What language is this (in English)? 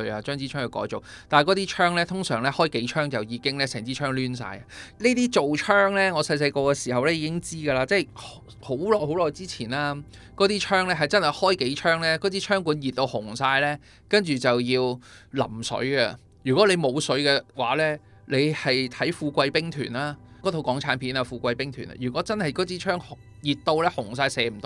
Cantonese